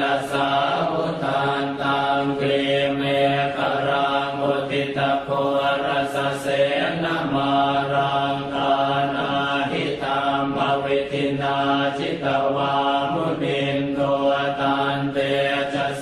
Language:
Pali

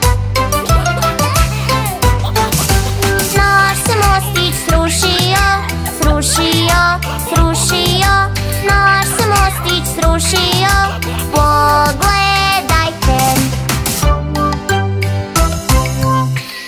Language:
Croatian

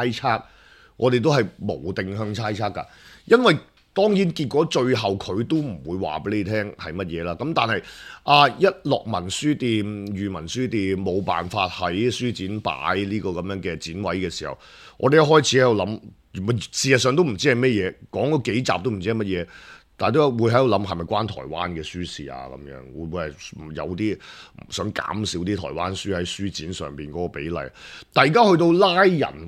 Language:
Cantonese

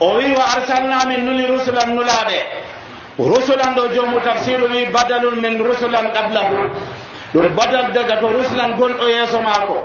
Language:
Nigerian Fulfulde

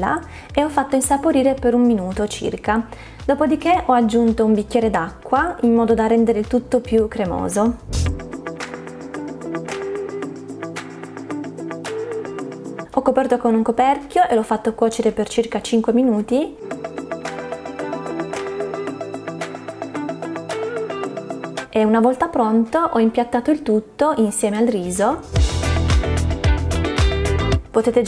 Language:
Italian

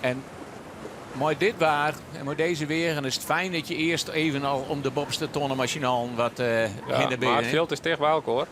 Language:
Western Frisian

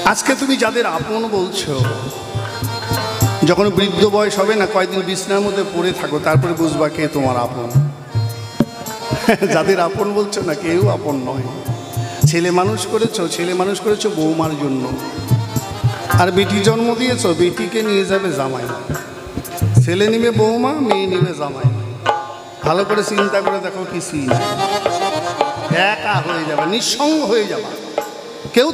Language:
Bangla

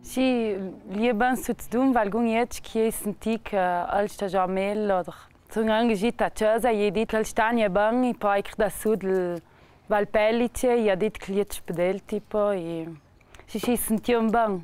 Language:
Ladin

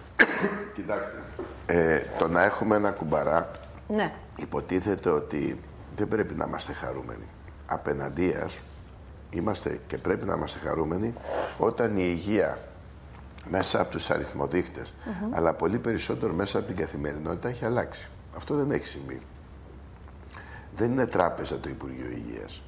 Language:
Greek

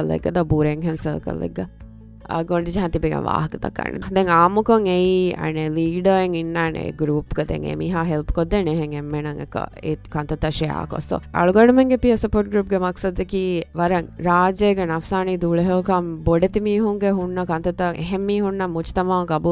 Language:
Divehi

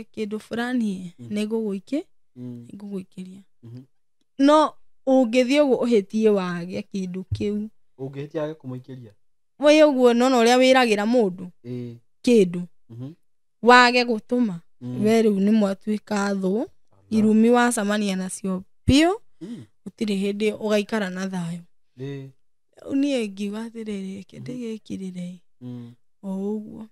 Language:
Kikuyu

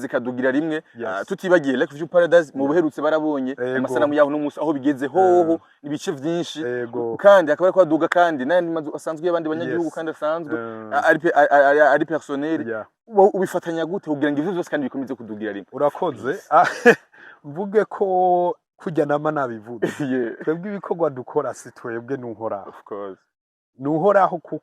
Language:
Rundi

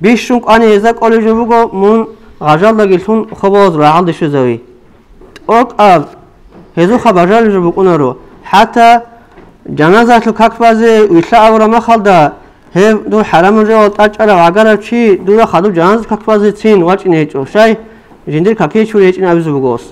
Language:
Avaric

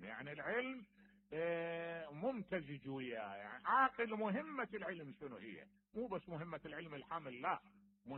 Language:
Mesopotamian Arabic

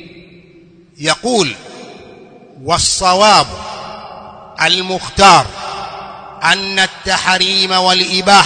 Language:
Swahili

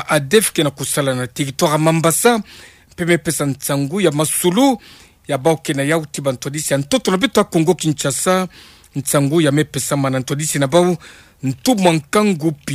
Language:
Kituba (Democratic Republic of Congo)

